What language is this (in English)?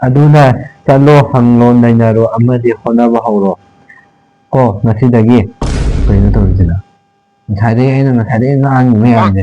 Manipuri